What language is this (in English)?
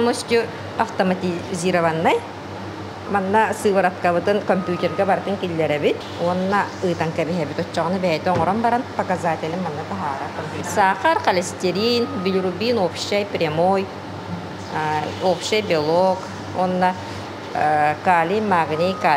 Yakut